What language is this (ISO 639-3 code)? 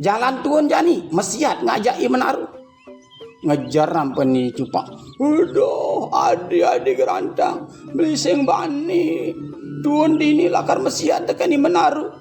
ban